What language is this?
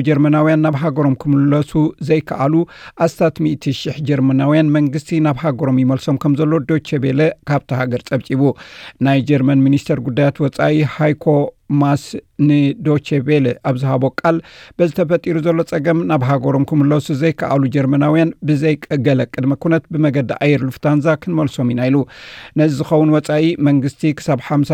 Tigrinya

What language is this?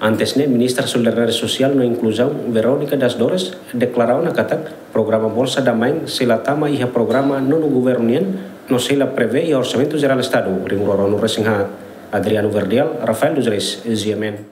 Tetum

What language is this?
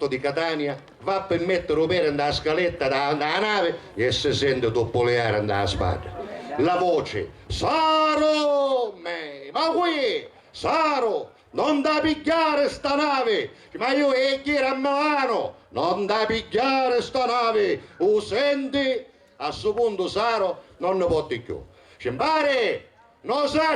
Sicilian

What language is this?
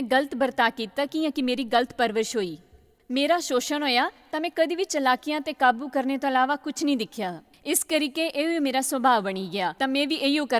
Dogri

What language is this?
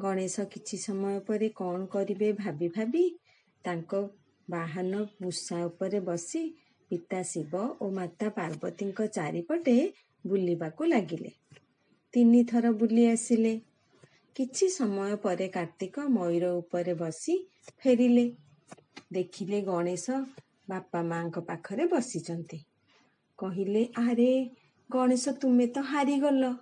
Odia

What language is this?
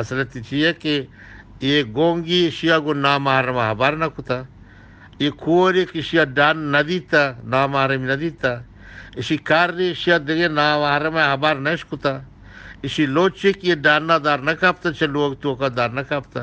Eastern Balochi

